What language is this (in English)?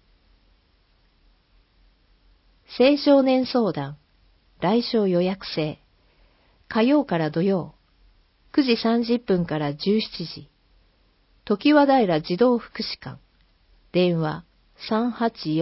Japanese